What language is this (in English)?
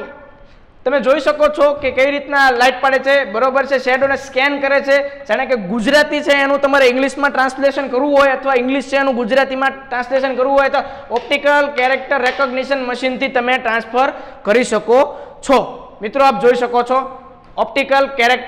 Gujarati